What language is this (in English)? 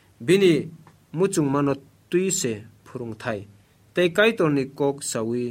Kok Borok